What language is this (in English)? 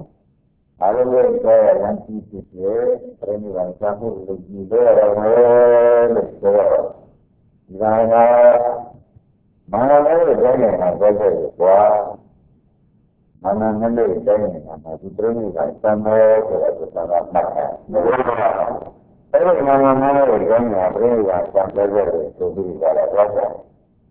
Burmese